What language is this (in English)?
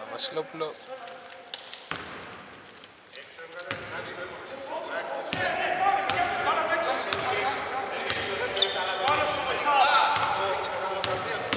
Greek